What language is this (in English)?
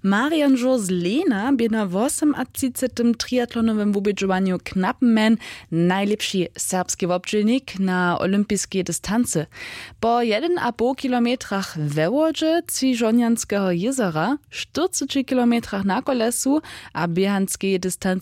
Upper Sorbian